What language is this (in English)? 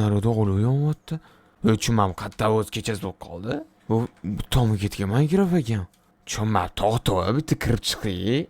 Uzbek